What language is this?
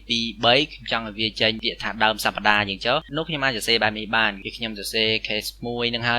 Khmer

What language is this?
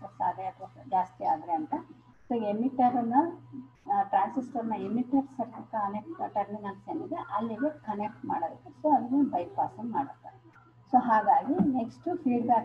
Kannada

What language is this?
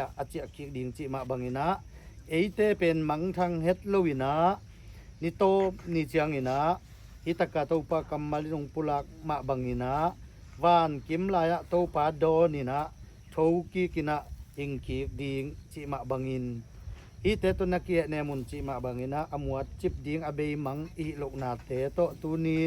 Tedim Chin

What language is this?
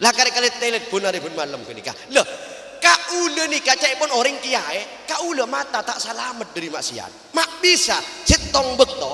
Madurese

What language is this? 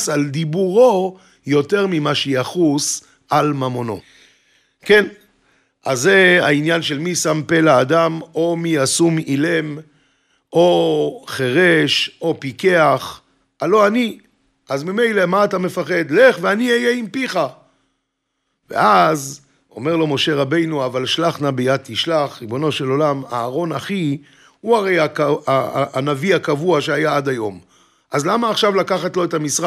Hebrew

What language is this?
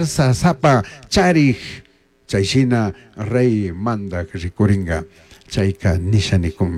Chimborazo Highland Quichua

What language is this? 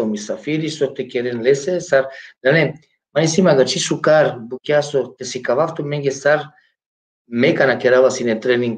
Balkan Romani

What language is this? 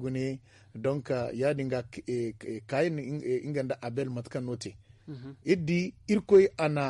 Zarma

